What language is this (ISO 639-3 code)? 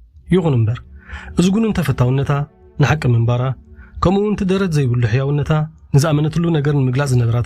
tir